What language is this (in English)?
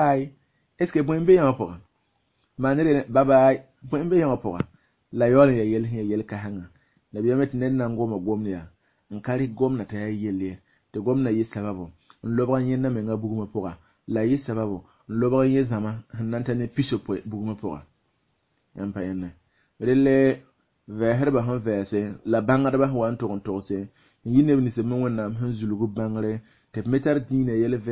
Mossi